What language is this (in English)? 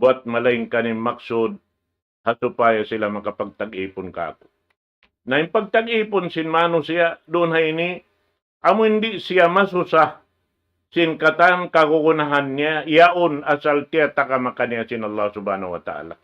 Tausug